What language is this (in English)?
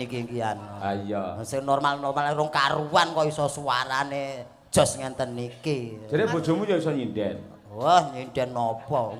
Javanese